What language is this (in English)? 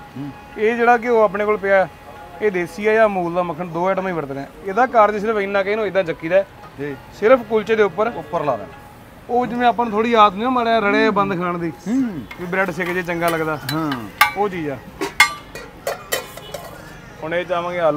Punjabi